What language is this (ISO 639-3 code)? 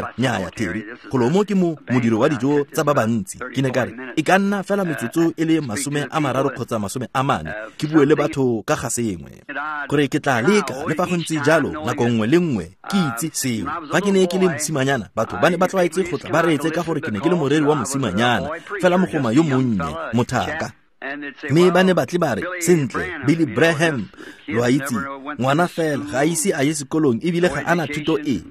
tsn